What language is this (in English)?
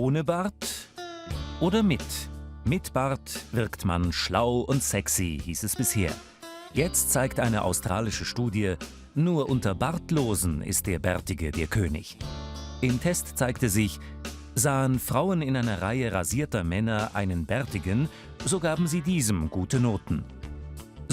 Swiss German